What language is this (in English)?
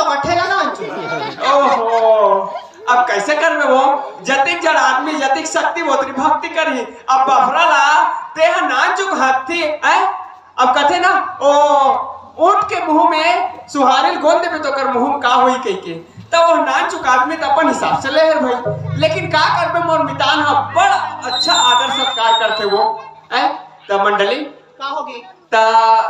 Chhattisgarhi